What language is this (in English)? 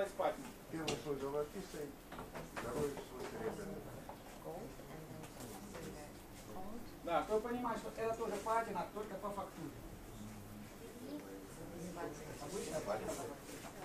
Russian